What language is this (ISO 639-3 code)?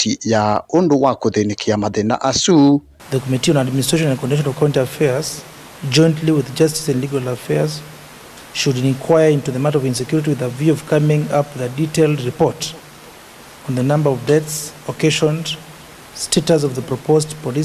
kam